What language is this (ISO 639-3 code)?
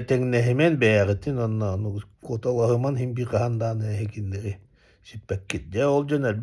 sah